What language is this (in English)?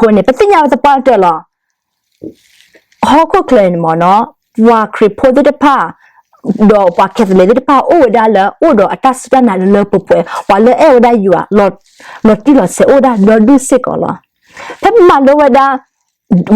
S'gaw Karen